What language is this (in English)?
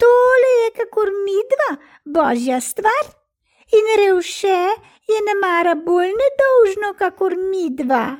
Slovenian